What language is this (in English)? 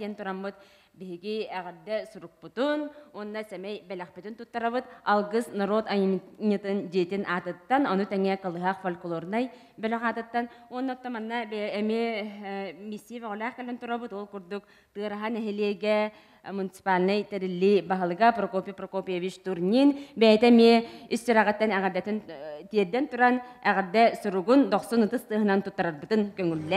Yakut